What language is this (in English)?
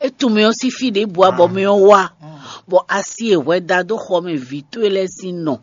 Fon